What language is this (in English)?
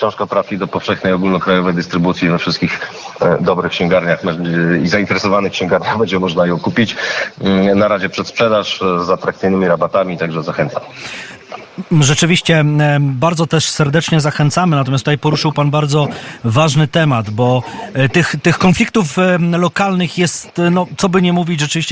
Polish